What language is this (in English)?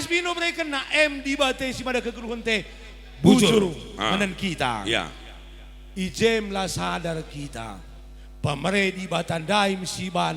Batak Karo